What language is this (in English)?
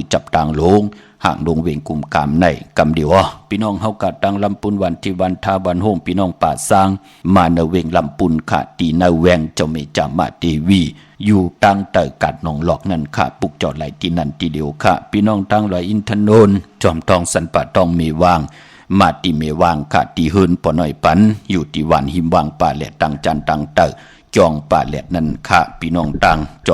Shan